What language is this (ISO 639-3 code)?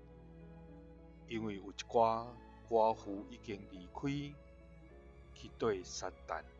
nan